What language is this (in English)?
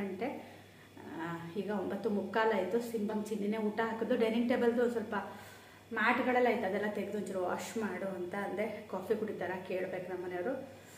Kannada